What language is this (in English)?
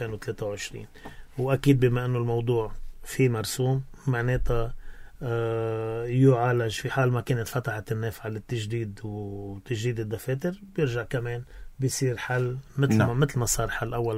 North Levantine Arabic